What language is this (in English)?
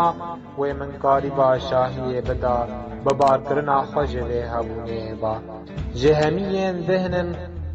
Kurdish